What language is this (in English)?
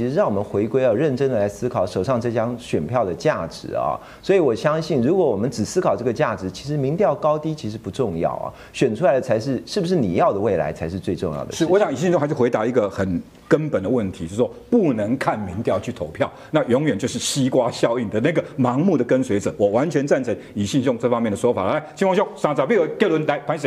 Chinese